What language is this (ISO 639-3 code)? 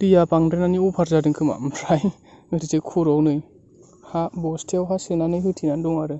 brx